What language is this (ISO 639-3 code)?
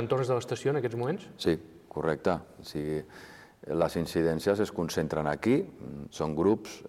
cat